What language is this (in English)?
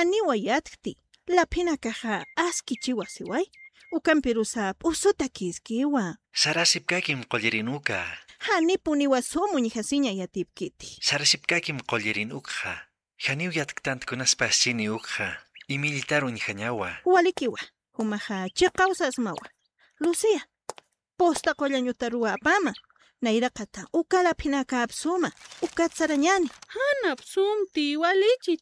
Aymara